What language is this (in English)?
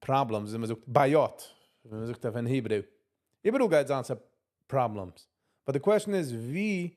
Yiddish